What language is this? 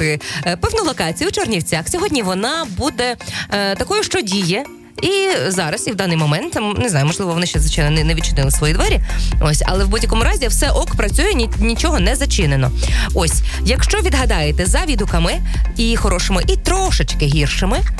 Ukrainian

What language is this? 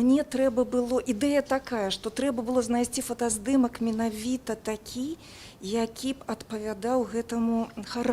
Belarusian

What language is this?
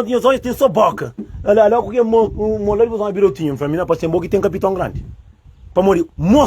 Kabuverdianu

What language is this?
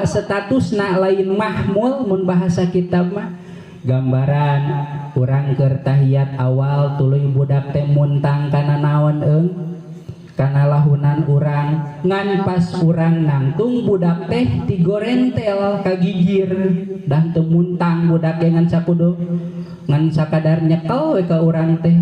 Sundanese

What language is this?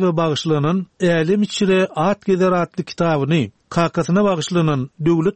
Turkmen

